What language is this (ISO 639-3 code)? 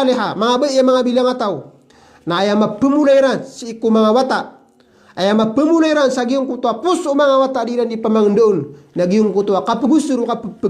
mrw